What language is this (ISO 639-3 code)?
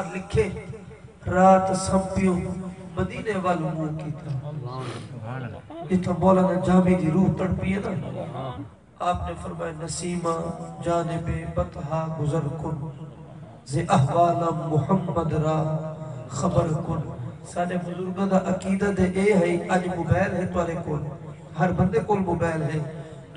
skr